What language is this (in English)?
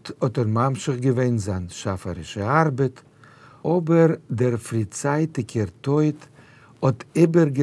Yiddish